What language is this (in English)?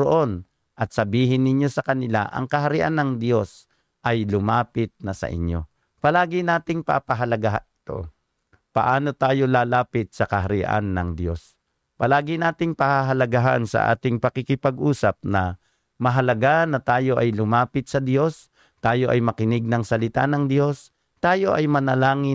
Filipino